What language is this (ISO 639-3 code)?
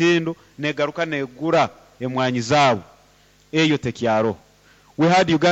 nyo